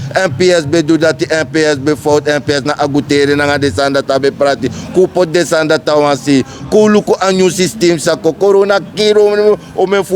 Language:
Sranan Tongo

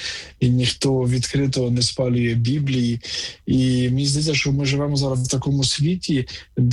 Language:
Ukrainian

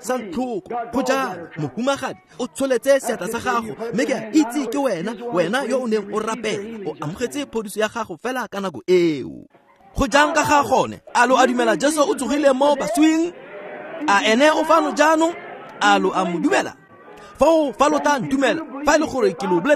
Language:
Tswana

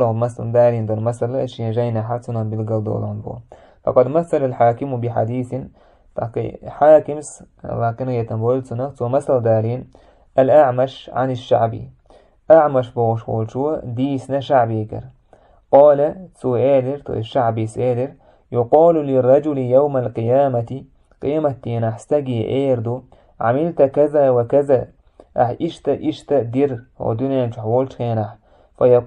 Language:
Chechen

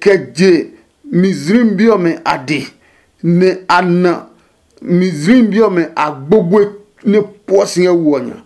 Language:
Adangme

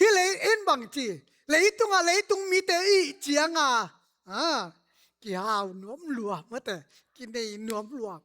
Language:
Tedim Chin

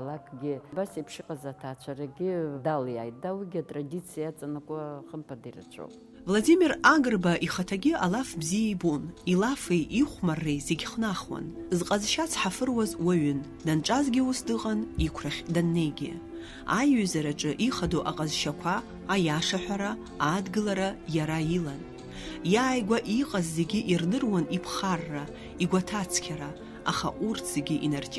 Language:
Abkhazian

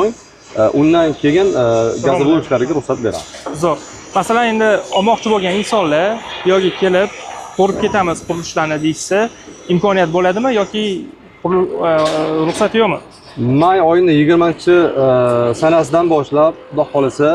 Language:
Uzbek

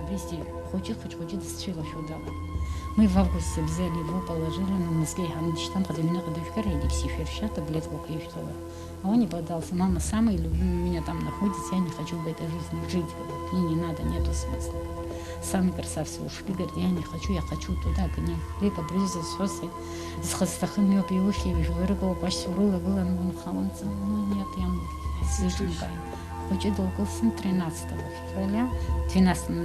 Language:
Abkhazian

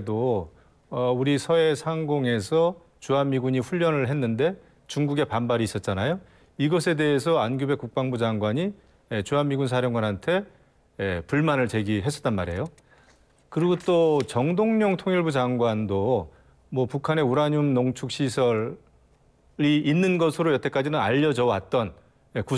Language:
Korean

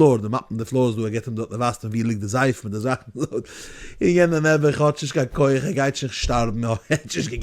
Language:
Yiddish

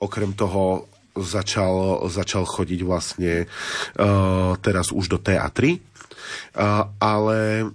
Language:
Slovak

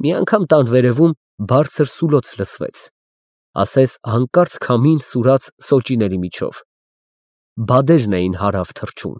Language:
Armenian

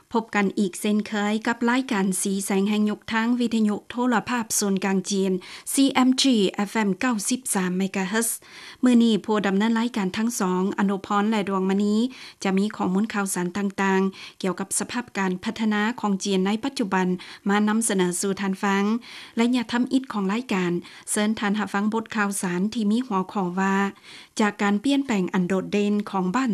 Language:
Lao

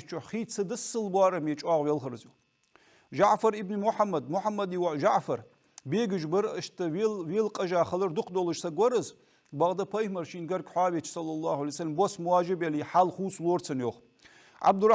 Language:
Ingush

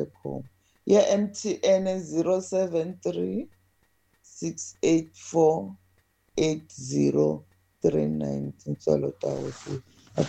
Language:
Tsonga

